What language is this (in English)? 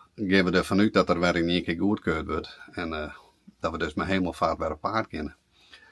Western Frisian